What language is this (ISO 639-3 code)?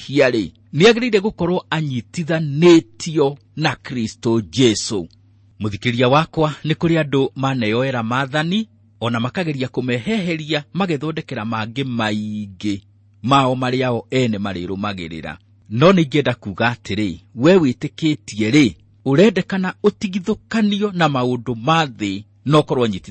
kik